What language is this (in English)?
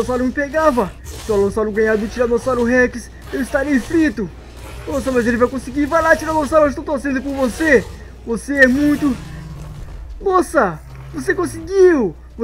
Portuguese